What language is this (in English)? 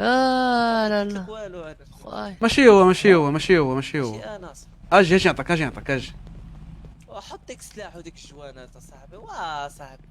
Moroccan Arabic